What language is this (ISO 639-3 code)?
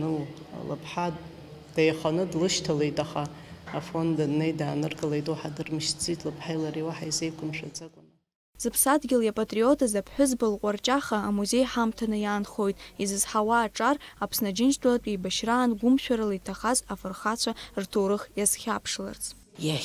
abk